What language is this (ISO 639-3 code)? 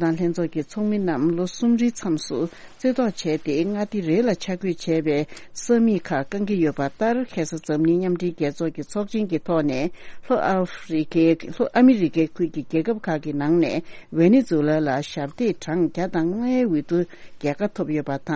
bod